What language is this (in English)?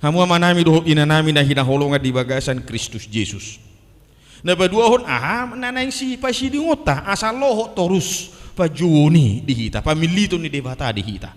Batak Toba